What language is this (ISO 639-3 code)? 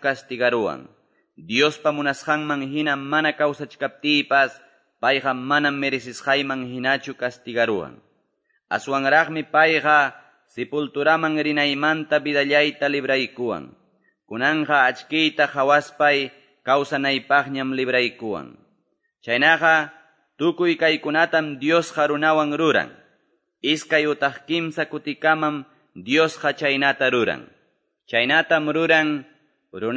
que